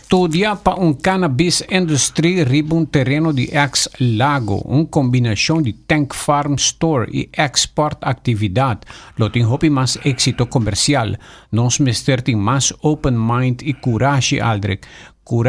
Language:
Papiamento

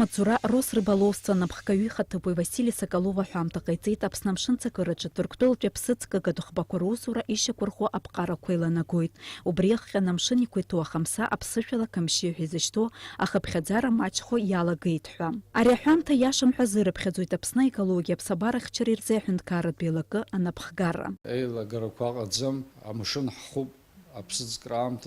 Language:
Abkhazian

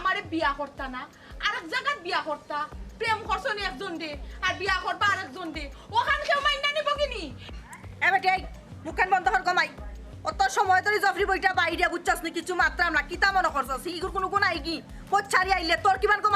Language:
Sylheti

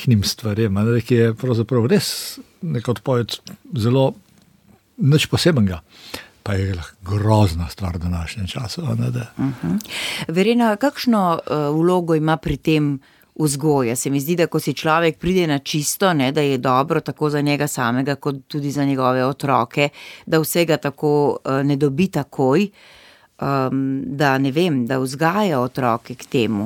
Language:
Slovenian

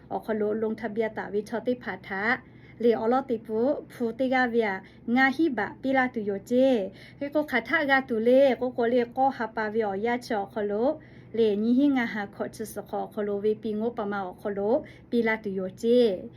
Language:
Lahu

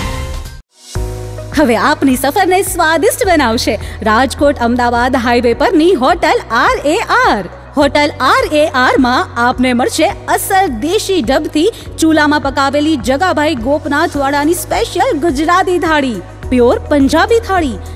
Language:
Gujarati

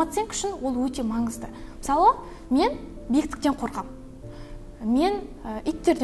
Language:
Kazakh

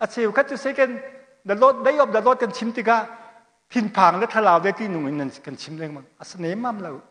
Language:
Hakha Chin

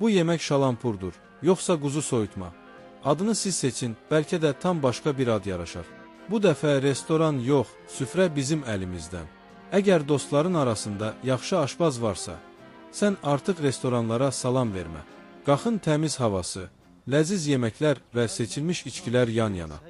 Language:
Azerbaijani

